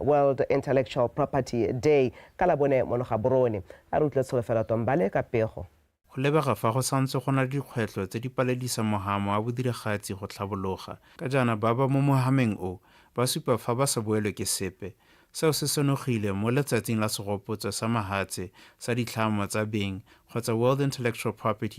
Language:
Tswana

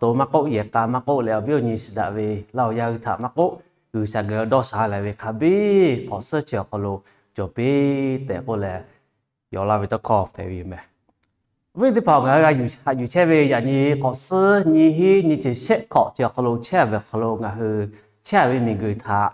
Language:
Lahu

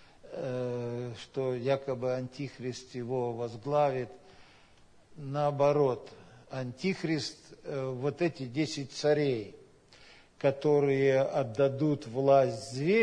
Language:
Russian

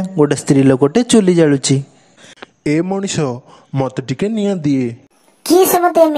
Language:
Odia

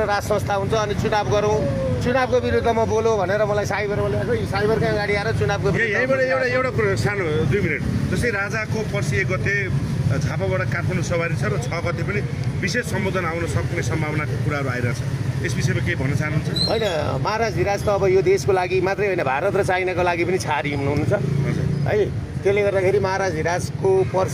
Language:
Nepali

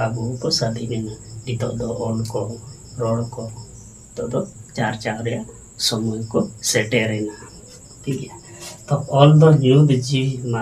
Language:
Santali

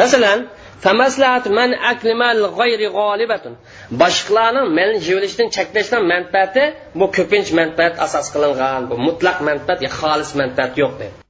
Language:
Uyghur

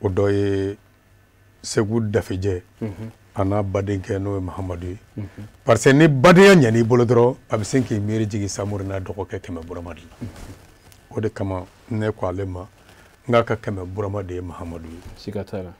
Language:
Bambara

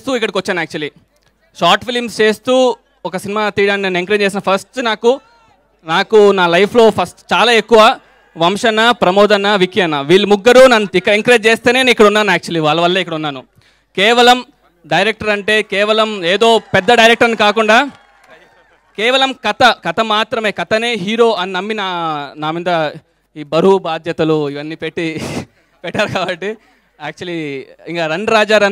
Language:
Telugu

